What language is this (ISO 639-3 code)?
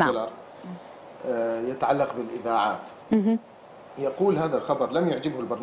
ara